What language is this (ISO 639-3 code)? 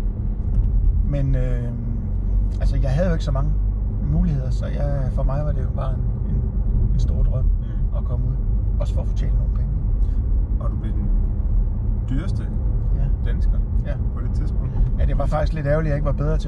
dan